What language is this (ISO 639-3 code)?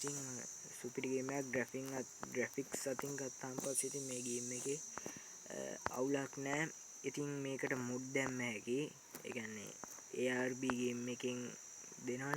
sin